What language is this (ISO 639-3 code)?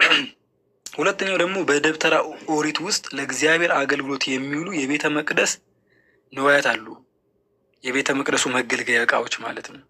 amh